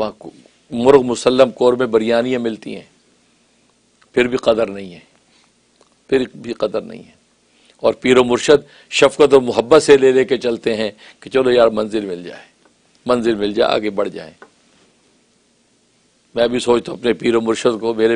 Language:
Urdu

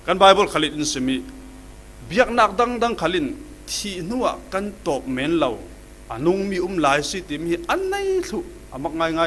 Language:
Falam Chin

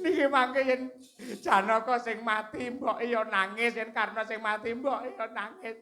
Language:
Javanese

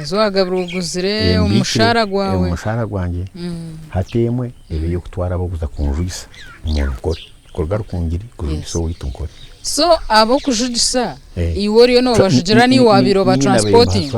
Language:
Nyankole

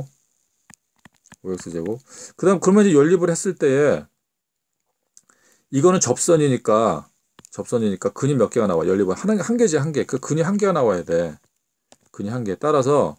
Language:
Korean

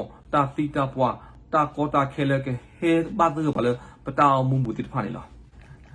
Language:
S'gaw Karen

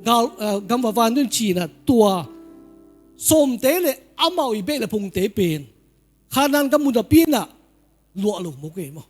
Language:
Tedim Chin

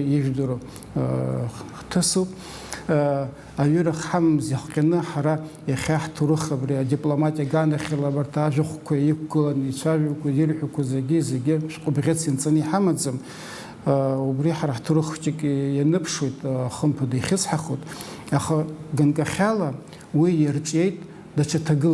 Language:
Abkhazian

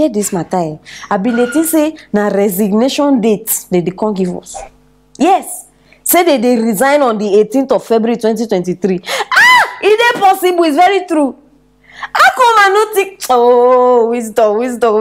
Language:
Nigerian Pidgin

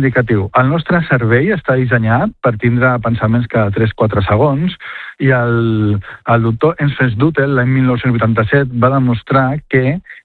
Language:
Catalan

